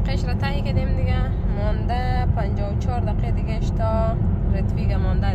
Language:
Persian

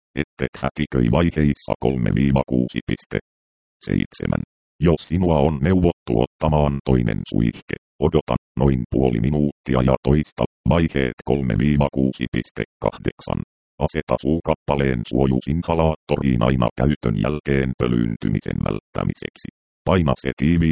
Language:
Finnish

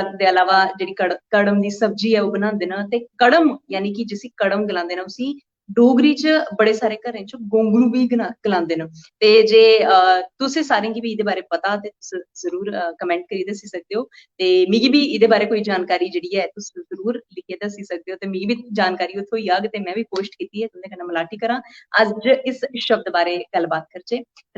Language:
Dogri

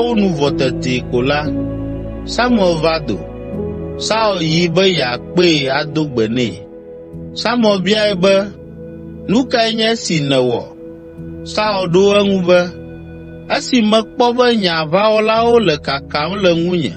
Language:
Ewe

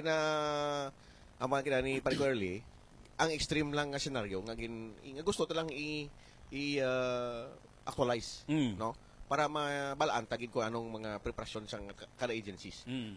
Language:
Hiligaynon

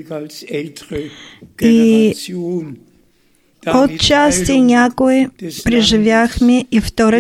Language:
Bulgarian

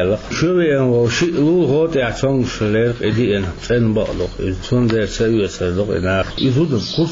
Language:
Chechen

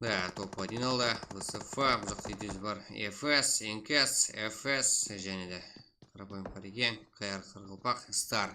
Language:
Kara-Kalpak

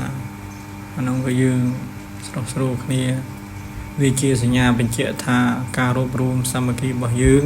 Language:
Khmer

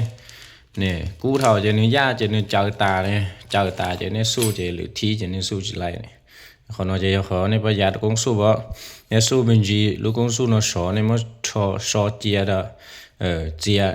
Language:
Hmong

